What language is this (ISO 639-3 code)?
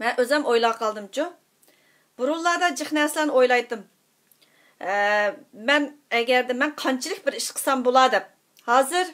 uig